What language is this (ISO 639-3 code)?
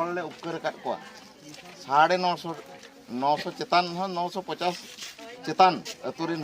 sat